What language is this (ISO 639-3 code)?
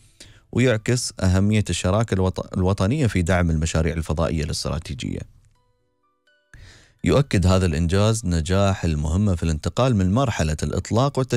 ara